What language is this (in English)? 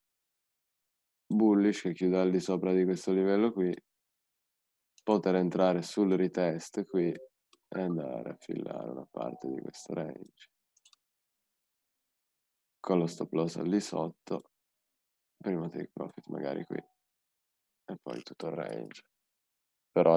Italian